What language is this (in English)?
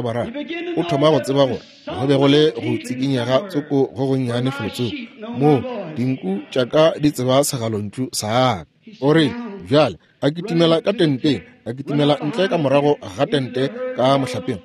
Northern Sotho